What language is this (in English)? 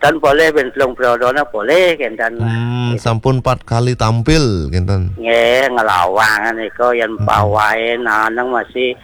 Balinese